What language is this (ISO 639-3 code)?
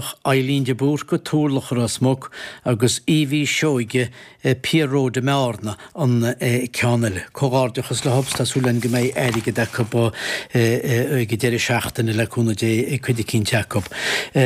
gle